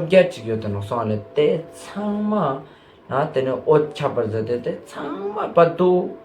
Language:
Ladakhi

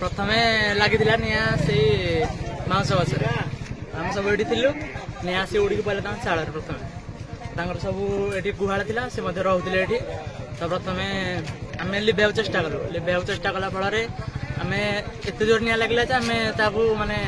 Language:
Odia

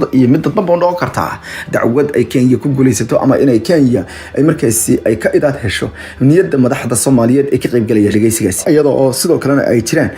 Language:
Somali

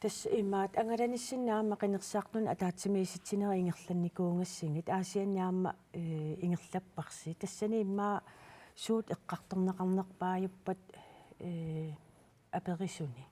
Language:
Kalaallisut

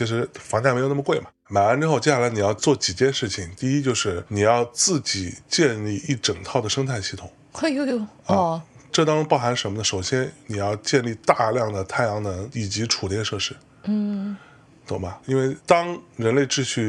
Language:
Chinese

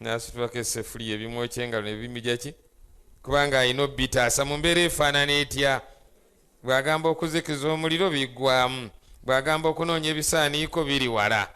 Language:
Ganda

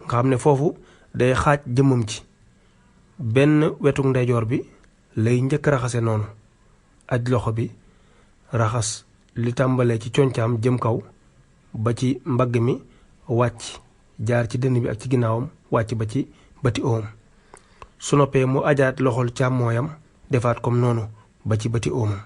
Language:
Wolof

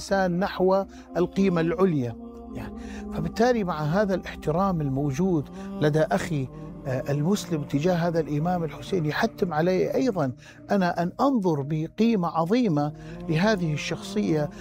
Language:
Mesopotamian Arabic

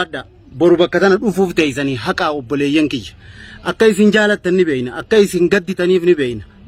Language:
Oromo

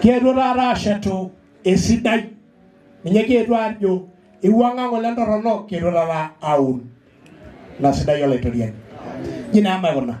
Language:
Masai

